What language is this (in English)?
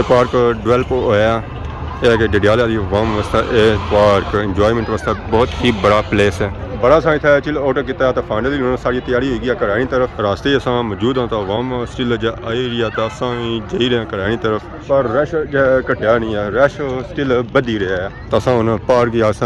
Pahari-Potwari